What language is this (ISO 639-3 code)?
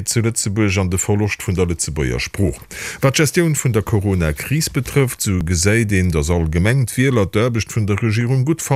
ltz